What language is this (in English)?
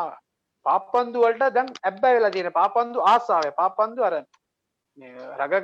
Sinhala